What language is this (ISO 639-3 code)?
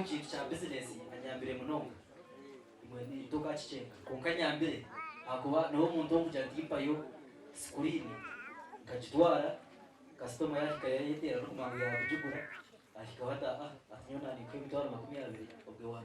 nyn